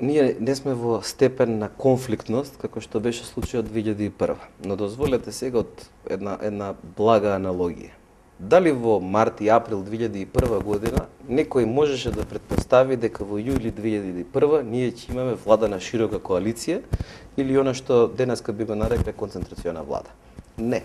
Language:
Macedonian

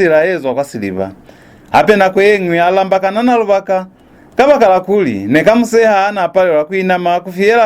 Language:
Lozi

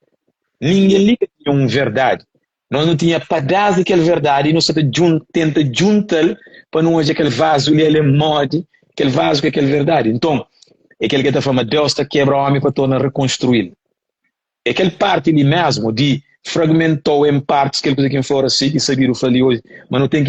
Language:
Kabuverdianu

